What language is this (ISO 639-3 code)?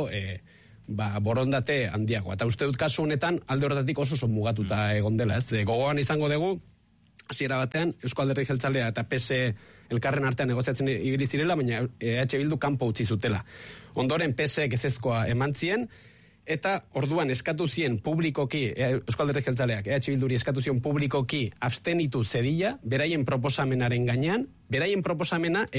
eus